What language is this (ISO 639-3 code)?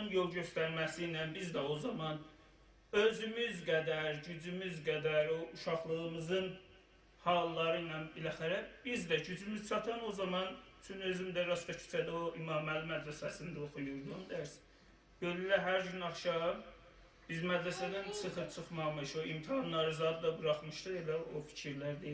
azb